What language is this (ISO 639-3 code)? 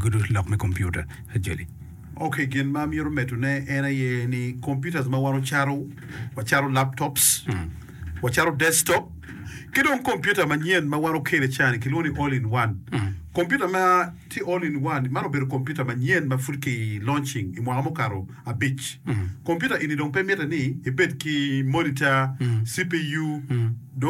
ach